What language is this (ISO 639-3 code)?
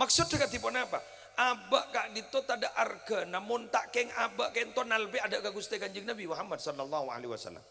mad